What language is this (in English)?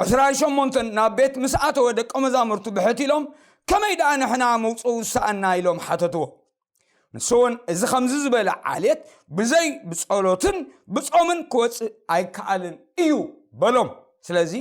Tigrinya